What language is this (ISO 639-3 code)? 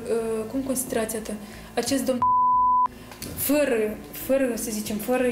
ron